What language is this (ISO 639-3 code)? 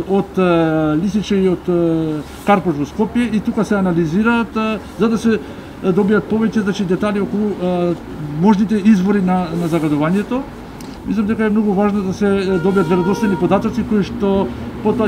mkd